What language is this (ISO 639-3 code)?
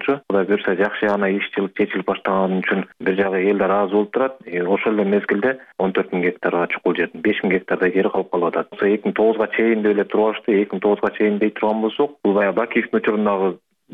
kir